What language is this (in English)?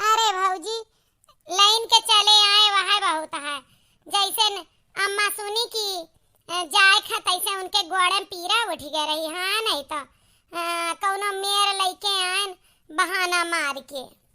Awadhi